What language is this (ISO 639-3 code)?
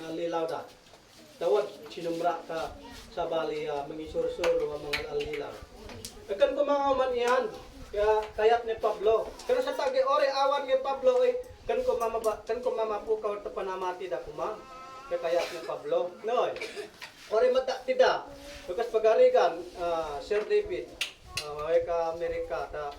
isd